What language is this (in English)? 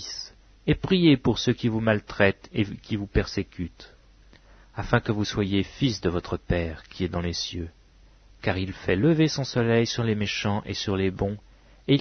French